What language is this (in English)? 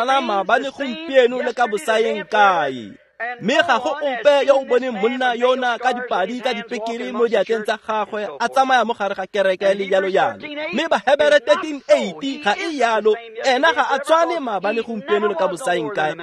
Tswana